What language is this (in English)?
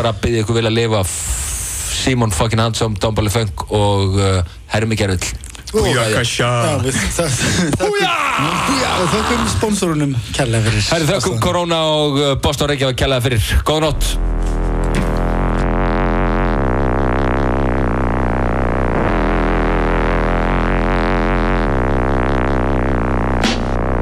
Icelandic